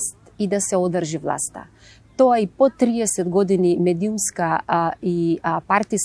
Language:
Macedonian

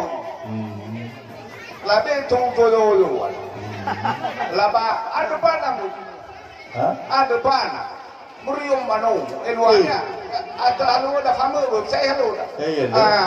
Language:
Nias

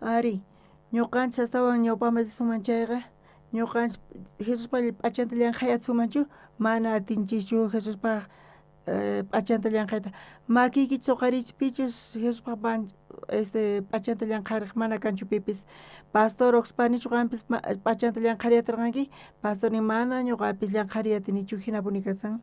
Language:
South Bolivian Quechua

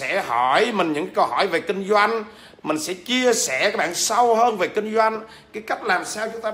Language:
Vietnamese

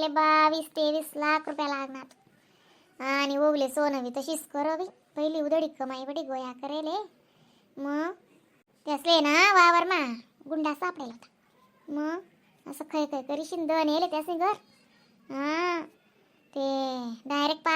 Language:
Khandesi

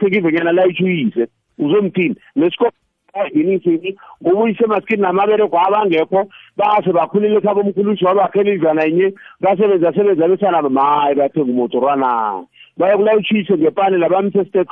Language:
South Ndebele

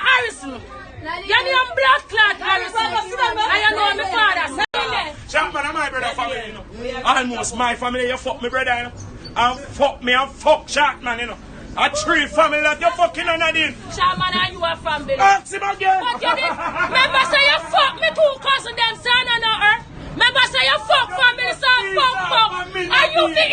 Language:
Jamaican Creole English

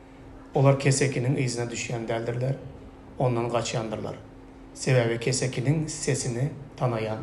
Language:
Turkmen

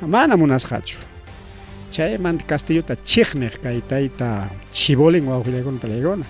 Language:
Ayacucho Quechua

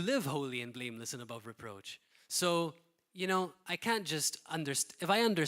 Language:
English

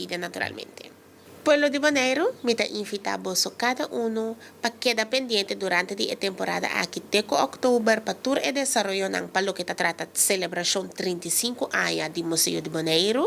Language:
Papiamento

